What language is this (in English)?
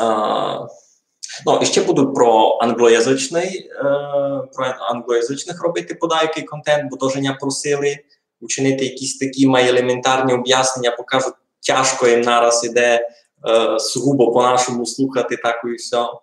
Rusyn